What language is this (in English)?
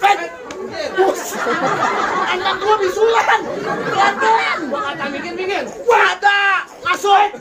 Betawi